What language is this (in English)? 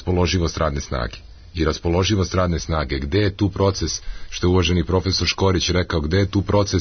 Serbian